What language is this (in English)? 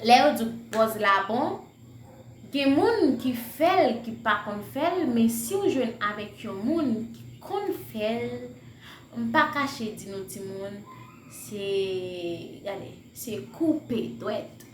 Haitian Creole